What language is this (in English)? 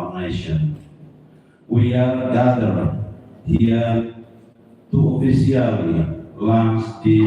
Tetum